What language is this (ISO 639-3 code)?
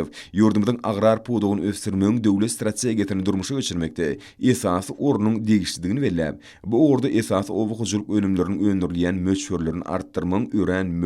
tuk